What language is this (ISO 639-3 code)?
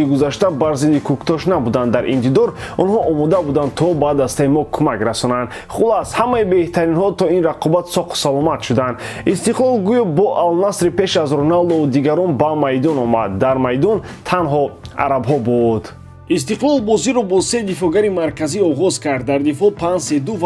tgk